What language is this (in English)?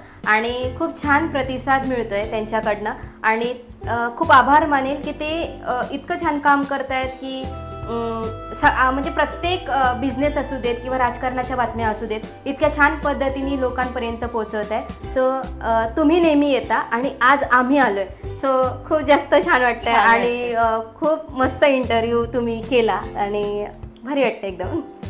Marathi